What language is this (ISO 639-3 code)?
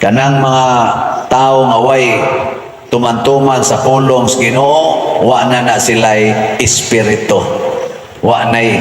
ceb